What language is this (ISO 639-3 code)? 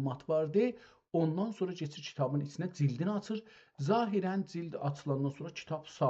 azb